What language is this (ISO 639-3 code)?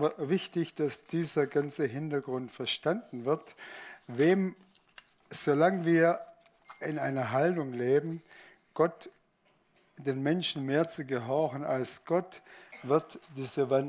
gsw